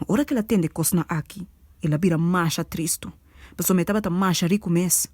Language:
Papiamento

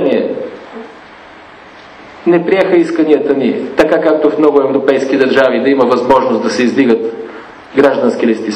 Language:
Bulgarian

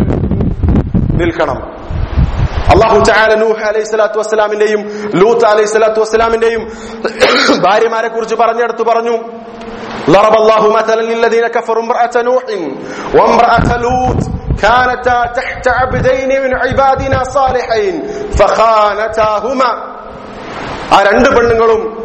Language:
Malayalam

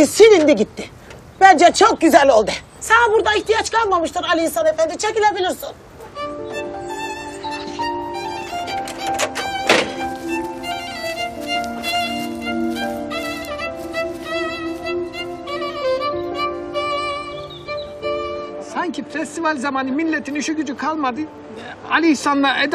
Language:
Turkish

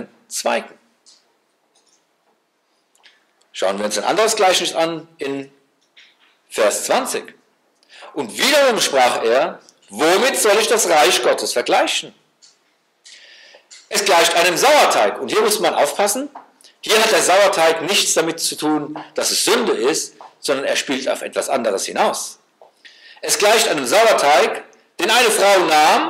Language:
German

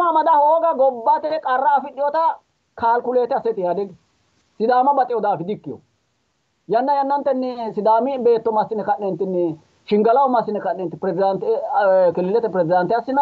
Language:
Sidamo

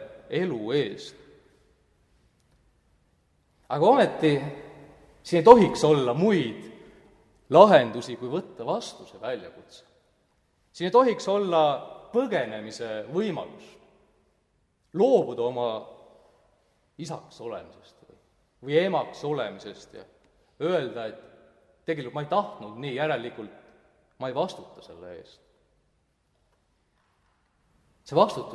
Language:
Estonian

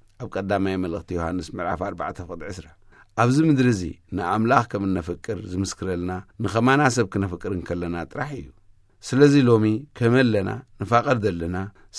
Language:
Tigrinya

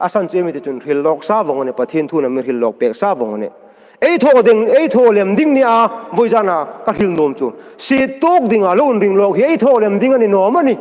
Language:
Hmar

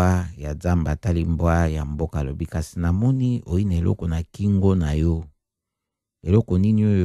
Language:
Lingala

